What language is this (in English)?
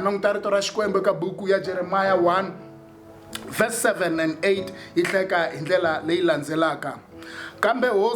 Tsonga